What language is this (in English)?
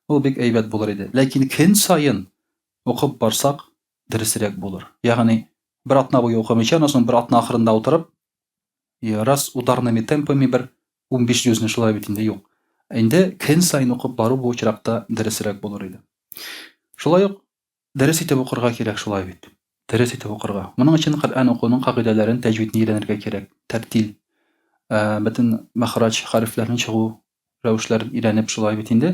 Tatar